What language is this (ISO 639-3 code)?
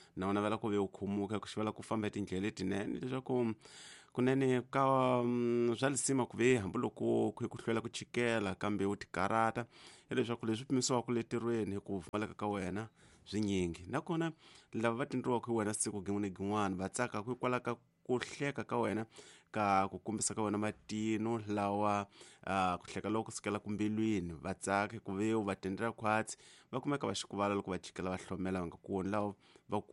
tso